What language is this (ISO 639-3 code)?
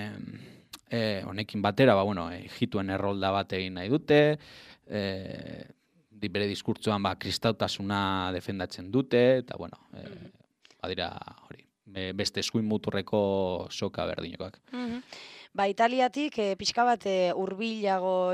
eus